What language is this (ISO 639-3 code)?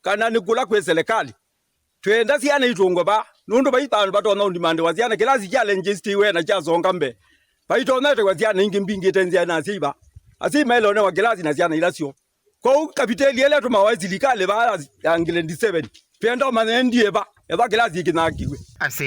kam